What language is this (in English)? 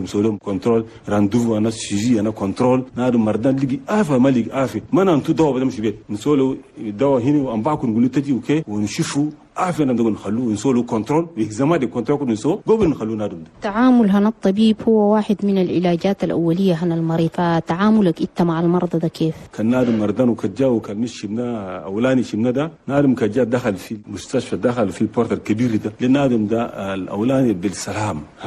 Chadian Arabic